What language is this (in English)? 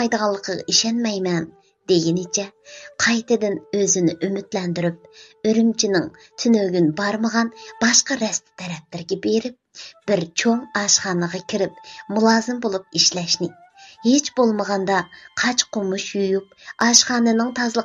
Uyghur